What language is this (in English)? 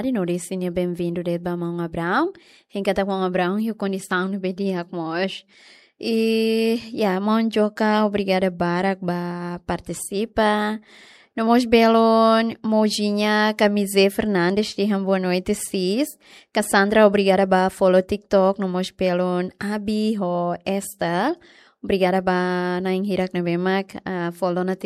Tetum